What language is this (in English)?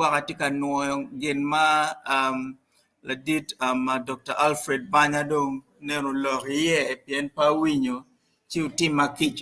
Acoli